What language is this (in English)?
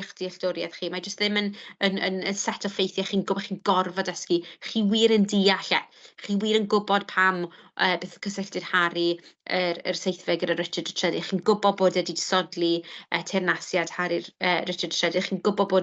Welsh